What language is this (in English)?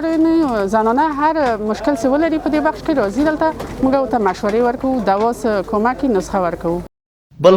Pashto